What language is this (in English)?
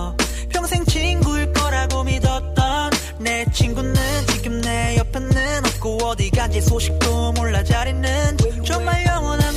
Korean